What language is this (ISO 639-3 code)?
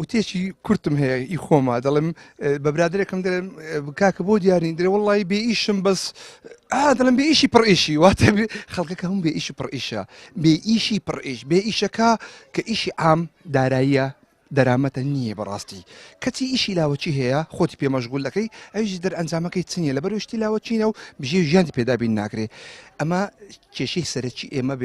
ckb